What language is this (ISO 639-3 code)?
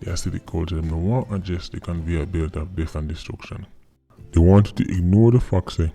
jam